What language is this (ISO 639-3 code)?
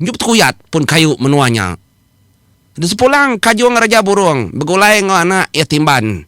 iba